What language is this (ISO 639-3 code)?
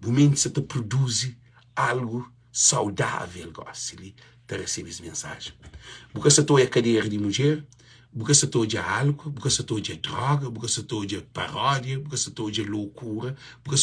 kea